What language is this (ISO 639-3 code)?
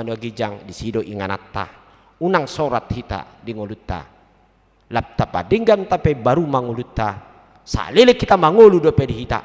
bbc